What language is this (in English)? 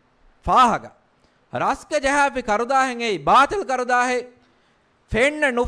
Divehi